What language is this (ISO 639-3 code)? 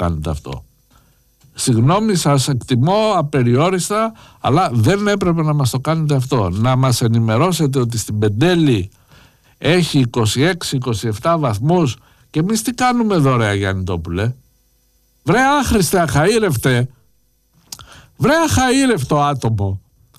ell